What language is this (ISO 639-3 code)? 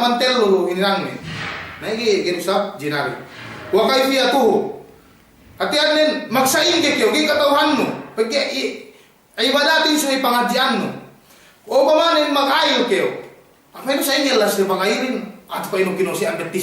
yka